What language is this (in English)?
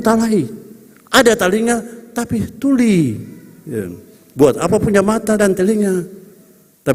Ambonese Malay